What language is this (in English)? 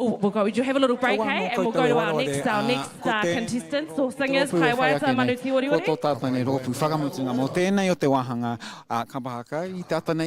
Māori